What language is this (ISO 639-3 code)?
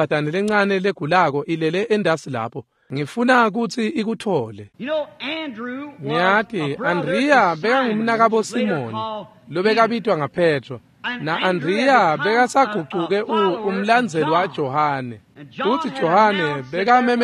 ssw